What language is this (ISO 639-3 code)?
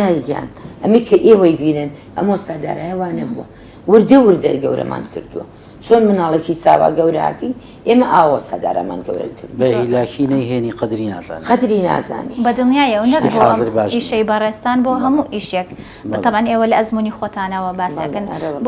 ckb